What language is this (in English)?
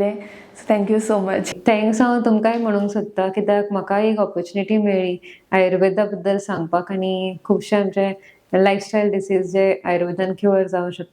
Konkani